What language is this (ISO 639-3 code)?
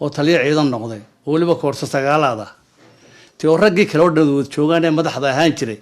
som